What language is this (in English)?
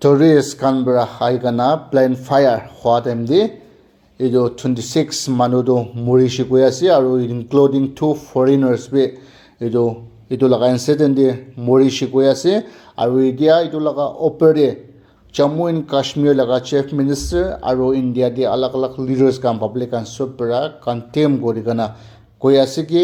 Naga Pidgin